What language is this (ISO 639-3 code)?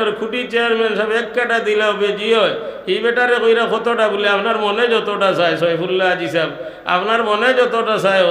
syl